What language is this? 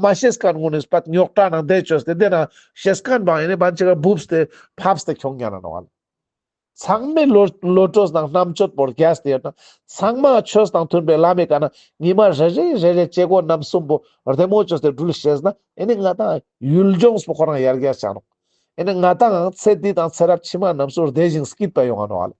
Ladakhi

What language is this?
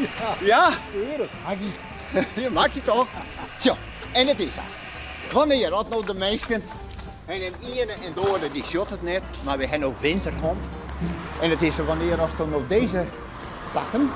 Western Frisian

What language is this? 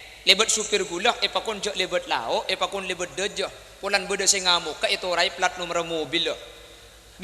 Madurese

